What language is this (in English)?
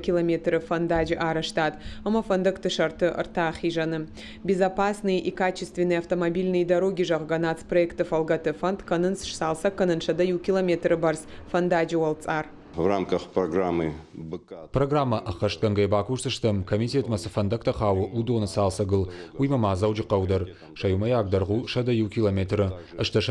Ossetic